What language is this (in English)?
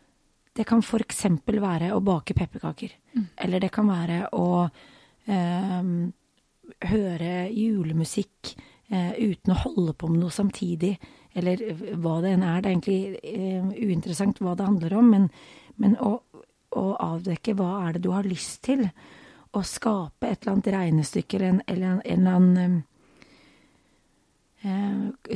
Norwegian